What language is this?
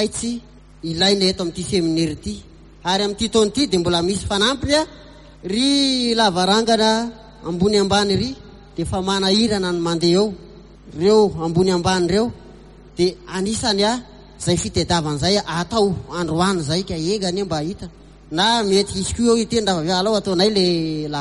Malagasy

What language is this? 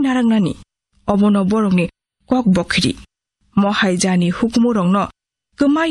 Kok Borok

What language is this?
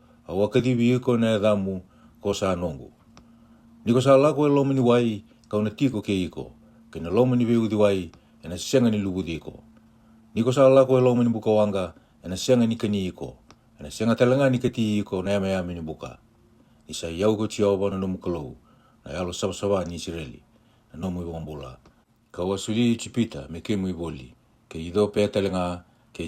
Fijian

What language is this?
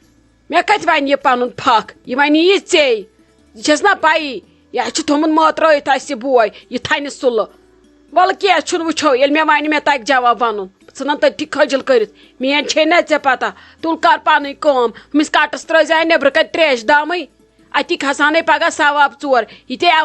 Kashmiri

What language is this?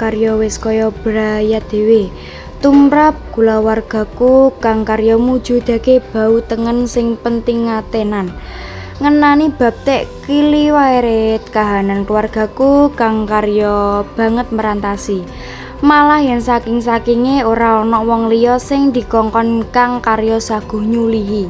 Javanese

